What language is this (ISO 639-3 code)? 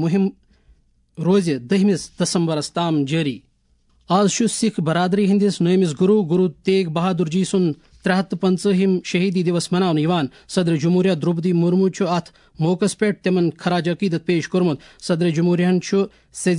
kas